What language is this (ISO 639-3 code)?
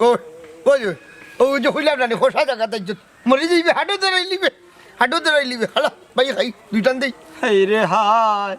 syl